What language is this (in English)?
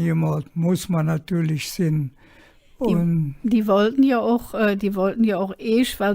Colognian